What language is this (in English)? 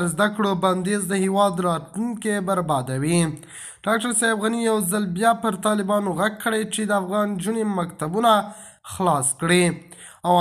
Pashto